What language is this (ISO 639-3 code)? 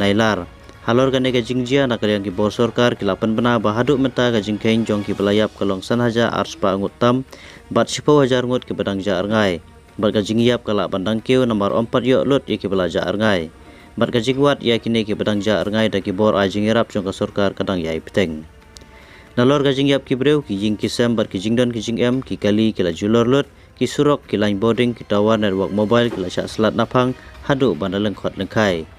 kha